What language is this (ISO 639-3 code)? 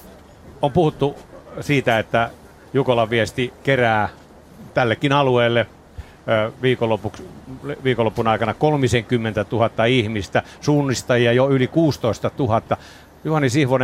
fin